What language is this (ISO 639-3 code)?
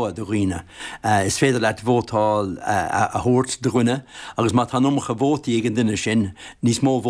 gle